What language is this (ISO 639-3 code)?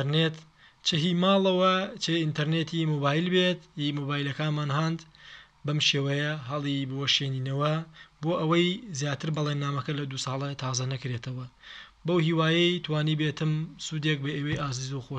ckb